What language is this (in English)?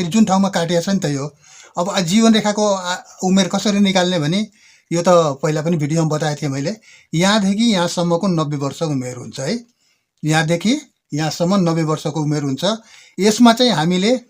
Nepali